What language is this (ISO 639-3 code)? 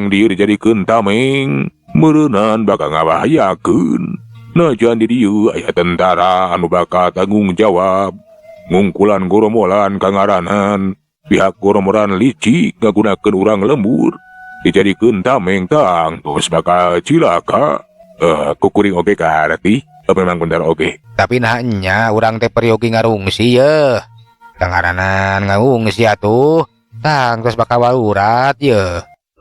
sun